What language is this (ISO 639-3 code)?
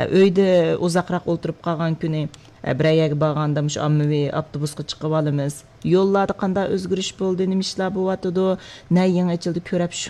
uig